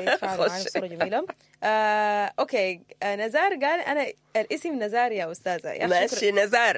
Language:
Sudanese Arabic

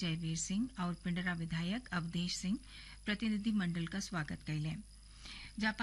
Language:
Bhojpuri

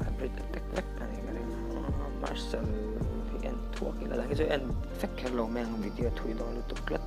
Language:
Mizo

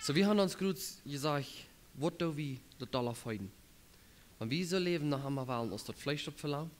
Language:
Plautdietsch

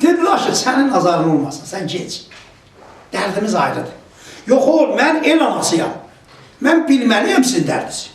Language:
South Azerbaijani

